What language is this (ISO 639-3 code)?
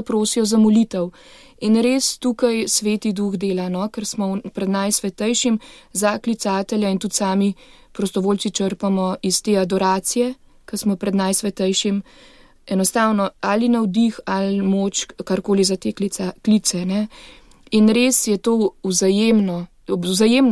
slv